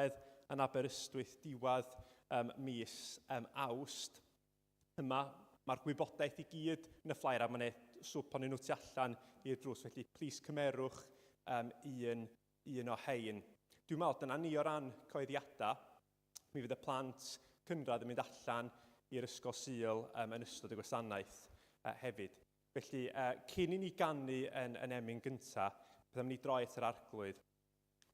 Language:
Welsh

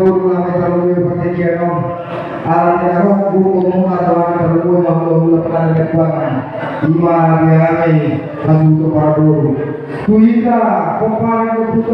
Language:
Batak Toba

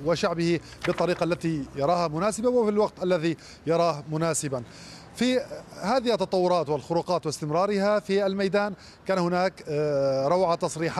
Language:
Arabic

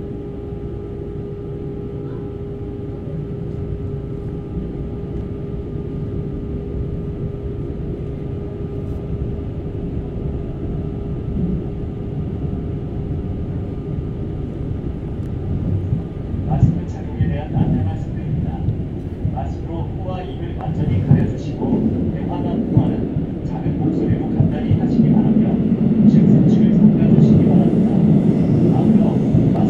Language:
Korean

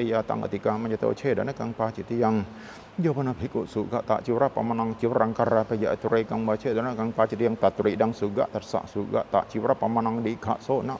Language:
Pali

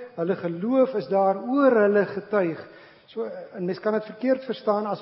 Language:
Afrikaans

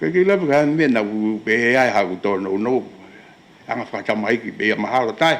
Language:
Tongan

